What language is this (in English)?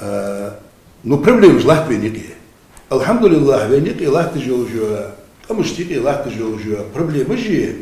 Ingush